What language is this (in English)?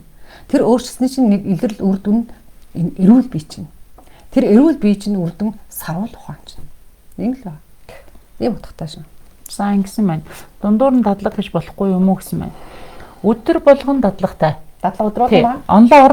Mongolian